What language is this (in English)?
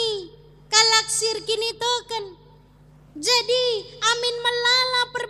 Batak Karo